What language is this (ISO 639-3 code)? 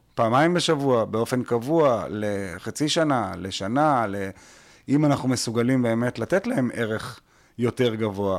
heb